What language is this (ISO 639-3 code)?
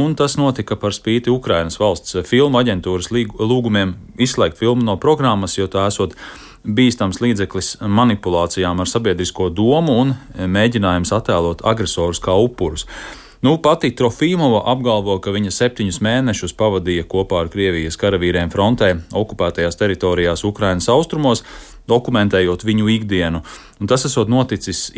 lav